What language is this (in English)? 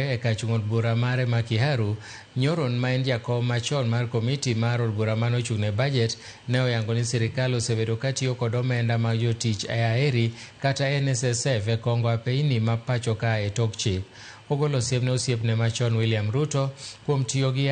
Luo (Kenya and Tanzania)